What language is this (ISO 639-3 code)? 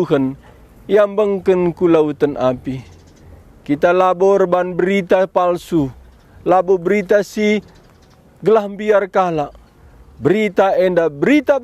btx